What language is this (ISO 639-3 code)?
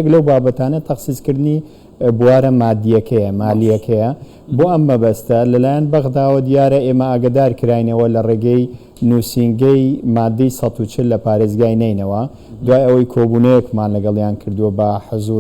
ckb